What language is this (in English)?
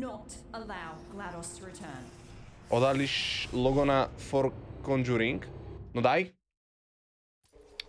Slovak